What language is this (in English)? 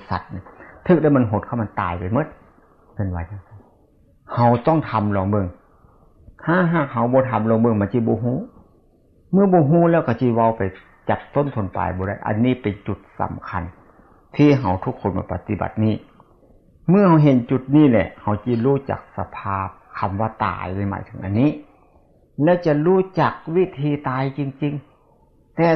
Northeastern Thai